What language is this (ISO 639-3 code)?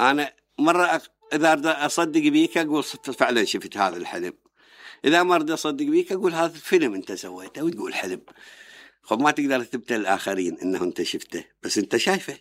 acm